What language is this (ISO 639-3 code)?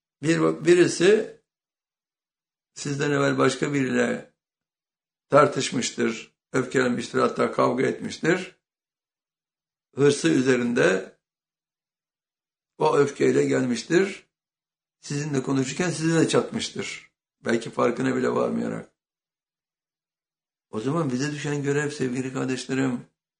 tur